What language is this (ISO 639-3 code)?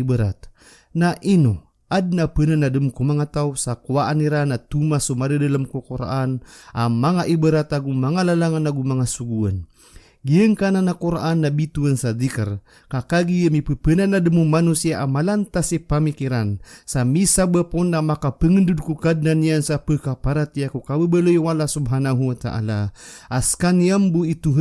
mrw